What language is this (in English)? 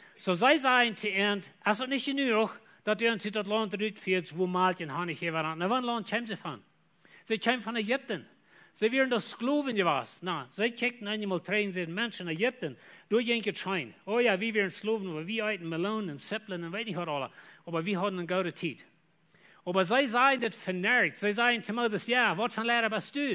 Plautdietsch